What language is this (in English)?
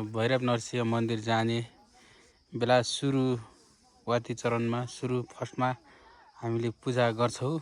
Nepali